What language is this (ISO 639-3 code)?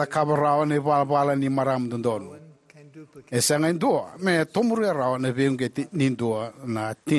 fij